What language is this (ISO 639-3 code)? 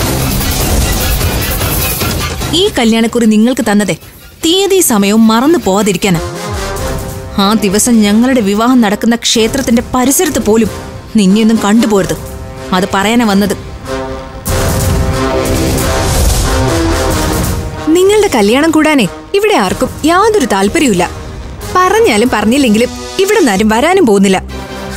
mal